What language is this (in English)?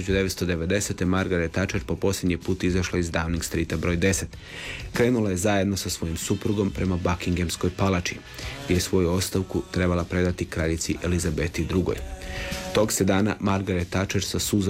Croatian